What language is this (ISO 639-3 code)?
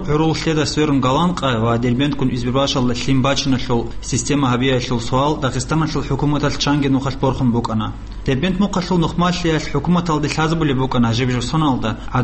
ava